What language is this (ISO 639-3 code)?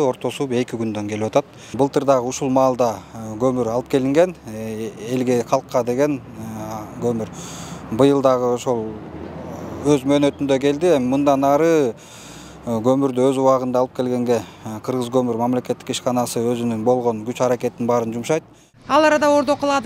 kir